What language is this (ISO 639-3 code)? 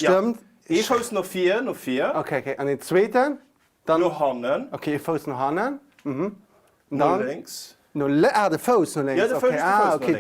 ltz